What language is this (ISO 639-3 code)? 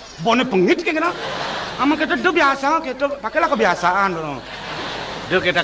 ban